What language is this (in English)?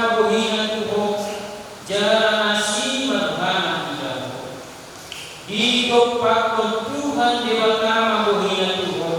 Batak Toba